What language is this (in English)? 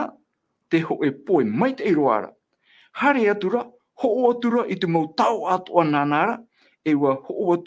Tahitian